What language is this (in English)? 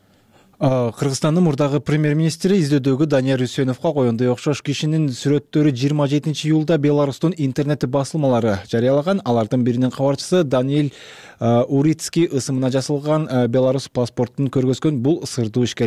Kyrgyz